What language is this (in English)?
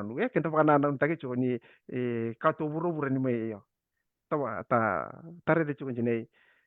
Fijian